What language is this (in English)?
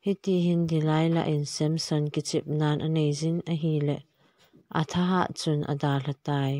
Thado Chin